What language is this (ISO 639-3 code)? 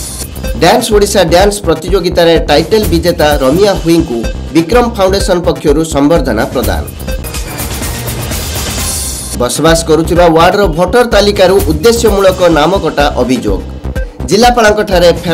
ori